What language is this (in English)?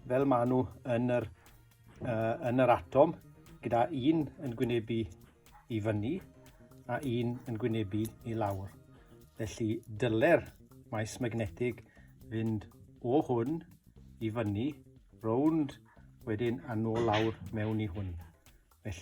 Welsh